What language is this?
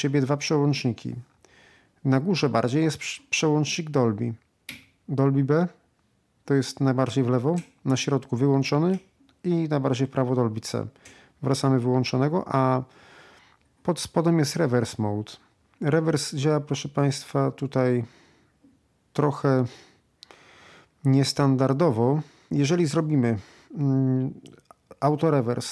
Polish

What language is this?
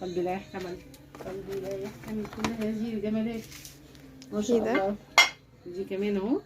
Egyptian Arabic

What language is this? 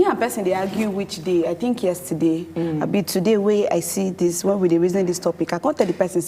Nigerian Pidgin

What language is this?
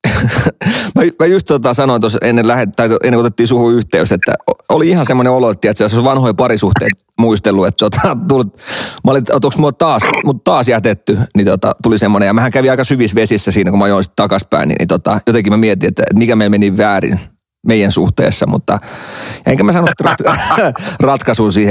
Finnish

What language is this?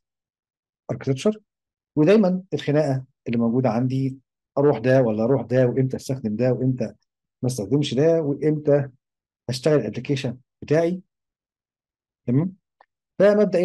Egyptian Arabic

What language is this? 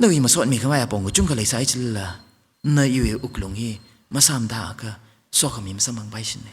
Tangkhul Naga (India)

